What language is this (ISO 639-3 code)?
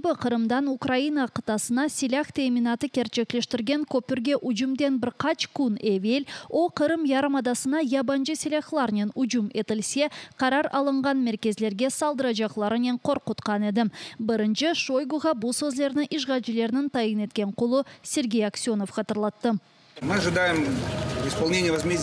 crh